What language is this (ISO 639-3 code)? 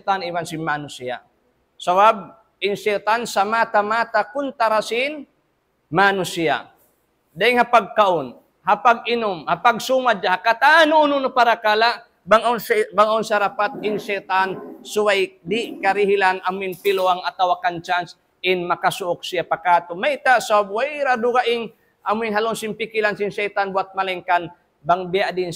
tsg